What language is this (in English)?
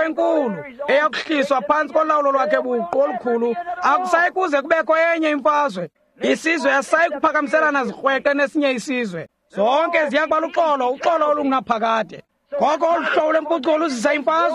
Xhosa